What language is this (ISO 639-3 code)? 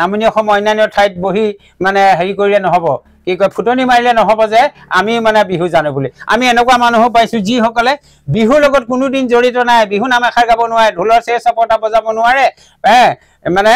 asm